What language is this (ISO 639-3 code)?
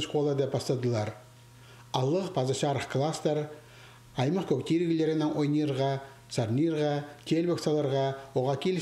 kjh